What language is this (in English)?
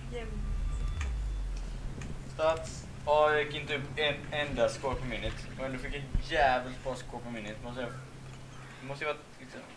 Swedish